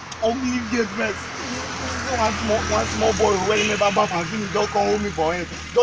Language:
Nigerian Pidgin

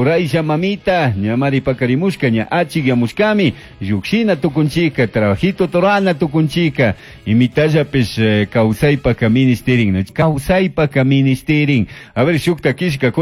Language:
Chimborazo Highland Quichua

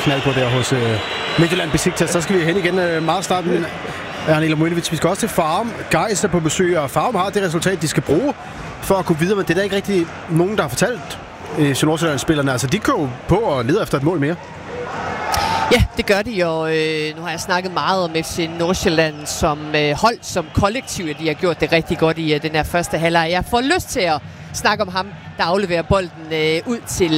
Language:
Danish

